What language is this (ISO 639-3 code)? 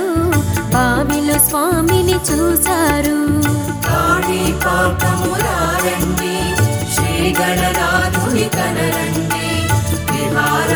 tel